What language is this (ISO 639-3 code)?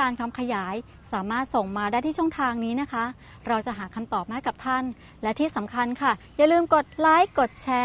tha